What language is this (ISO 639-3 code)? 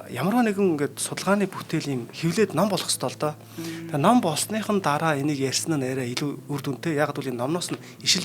mon